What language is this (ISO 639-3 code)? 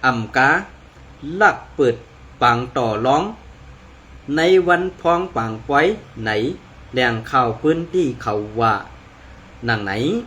shn